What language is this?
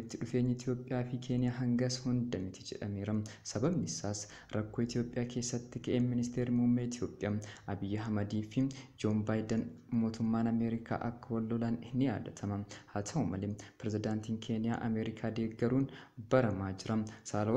Oromo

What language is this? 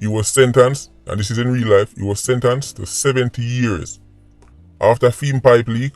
Jamaican Creole English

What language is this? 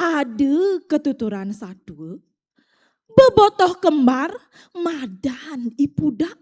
Balinese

